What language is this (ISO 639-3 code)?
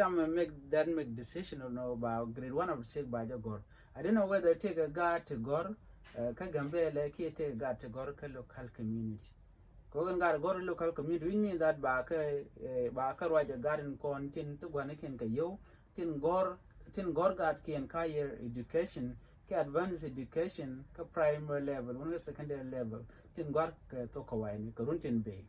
nus